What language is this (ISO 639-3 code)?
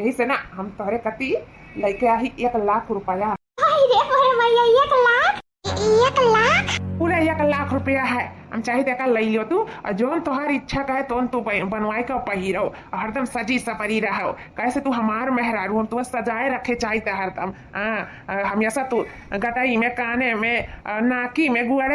awa